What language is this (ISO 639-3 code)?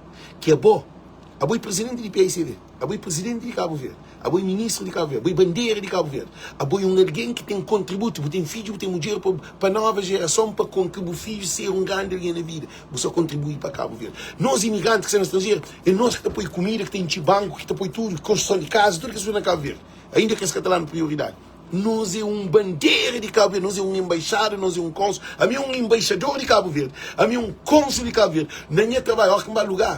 kea